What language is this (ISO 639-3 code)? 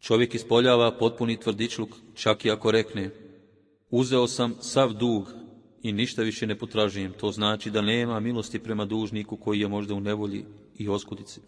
bos